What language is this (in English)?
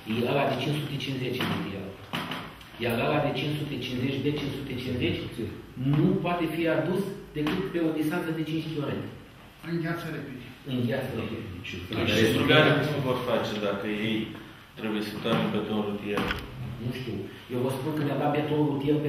Romanian